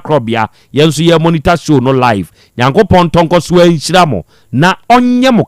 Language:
Akan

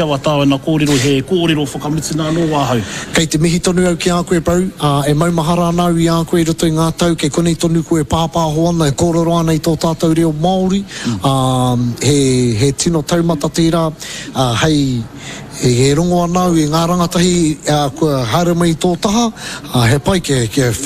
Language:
Māori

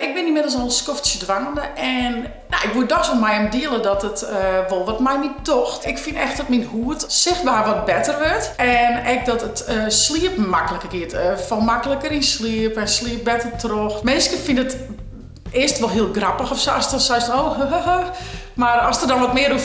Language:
Western Frisian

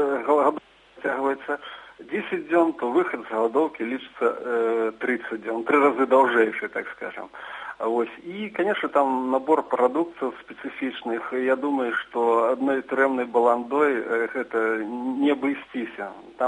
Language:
Belarusian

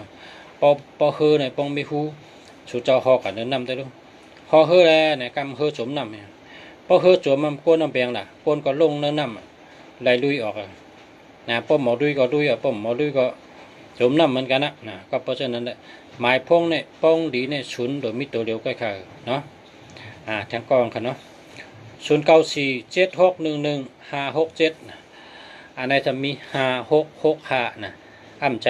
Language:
Shan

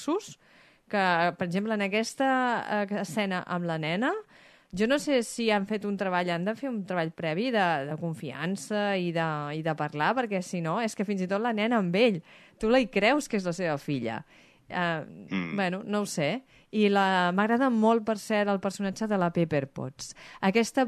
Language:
Catalan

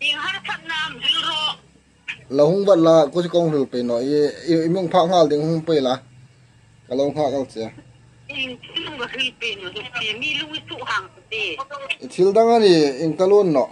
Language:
Hmar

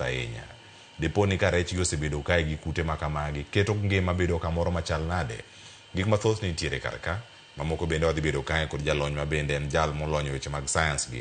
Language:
Luo (Kenya and Tanzania)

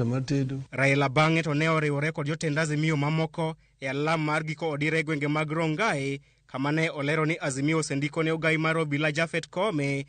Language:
Luo (Kenya and Tanzania)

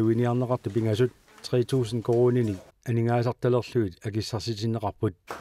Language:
Kalaallisut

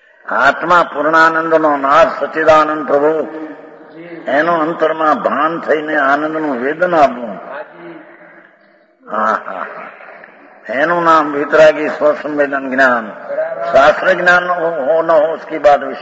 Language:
Gujarati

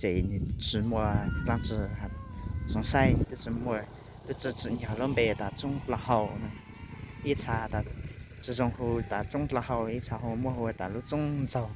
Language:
Hmong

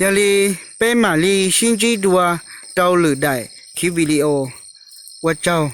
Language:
Hmong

